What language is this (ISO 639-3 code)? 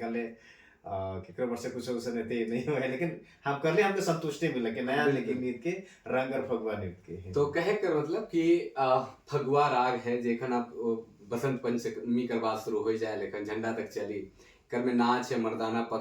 sck